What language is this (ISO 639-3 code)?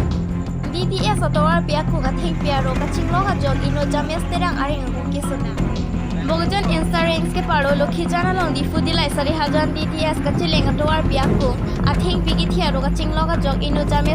mjw